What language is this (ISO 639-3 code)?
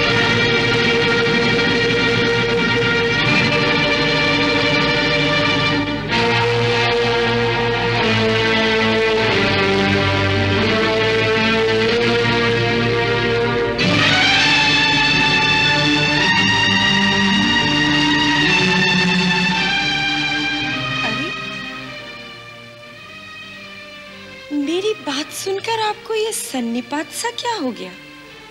hin